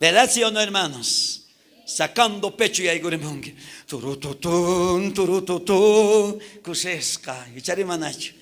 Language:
South Bolivian Quechua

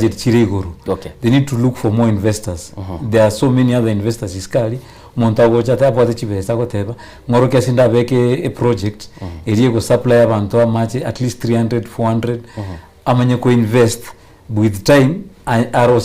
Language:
Gusii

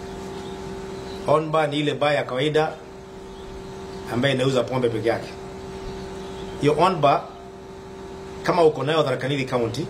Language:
Swahili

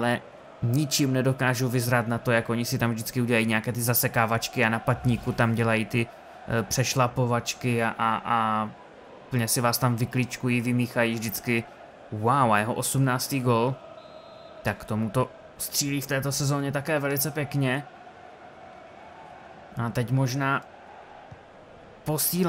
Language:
Czech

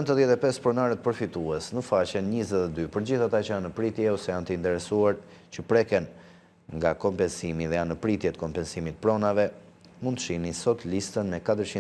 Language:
Albanian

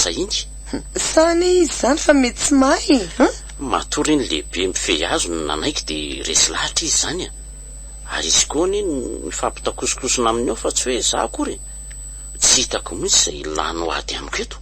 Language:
Malagasy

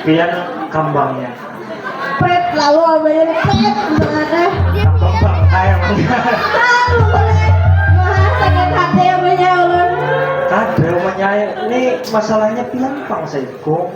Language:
Banjar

